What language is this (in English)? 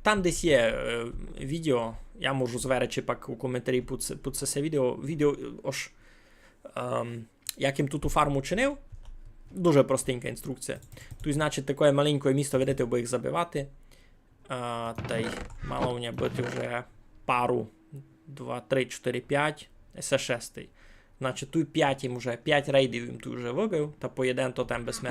Rusyn